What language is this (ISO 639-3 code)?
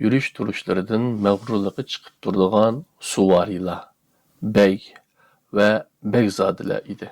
uig